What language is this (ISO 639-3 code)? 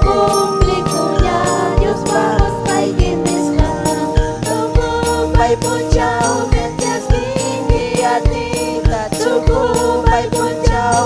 quy